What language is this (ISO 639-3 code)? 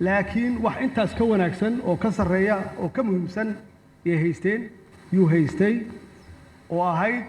som